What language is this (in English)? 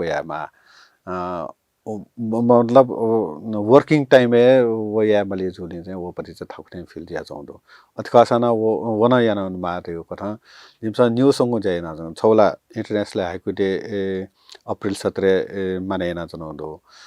Newari